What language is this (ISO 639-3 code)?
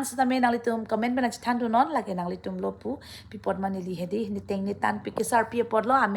mjw